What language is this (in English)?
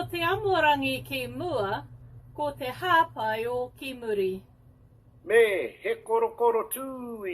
Māori